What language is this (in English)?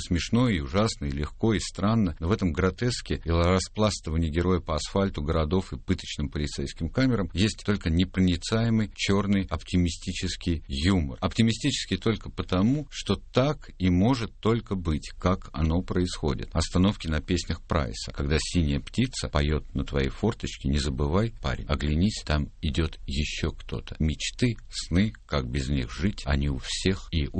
Russian